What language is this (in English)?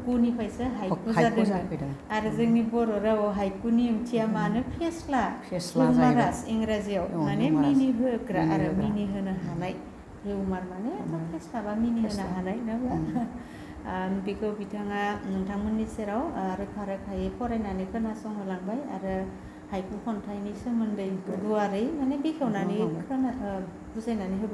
Bodo